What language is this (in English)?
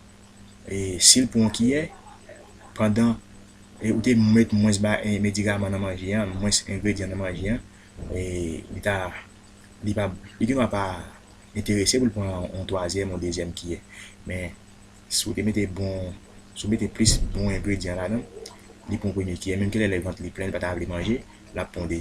Haitian Creole